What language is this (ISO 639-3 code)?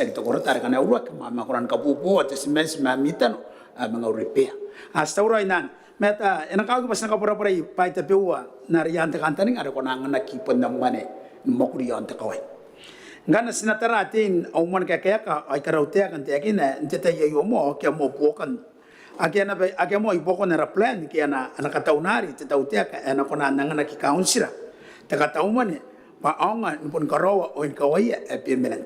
gil